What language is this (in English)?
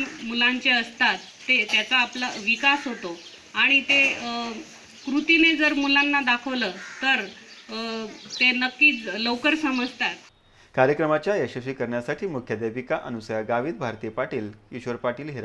Marathi